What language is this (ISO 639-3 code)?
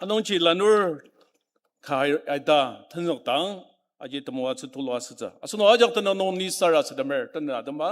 njo